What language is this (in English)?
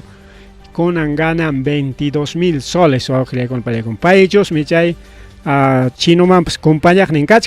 Ayacucho Quechua